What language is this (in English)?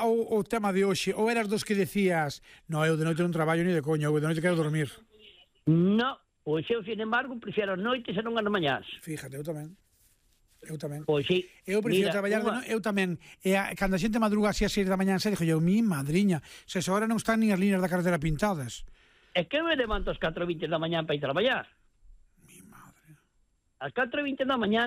Galician